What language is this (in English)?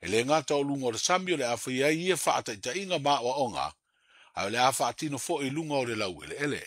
Samoan